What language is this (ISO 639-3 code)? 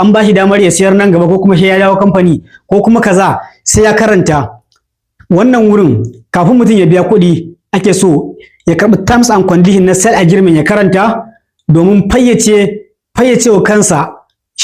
hau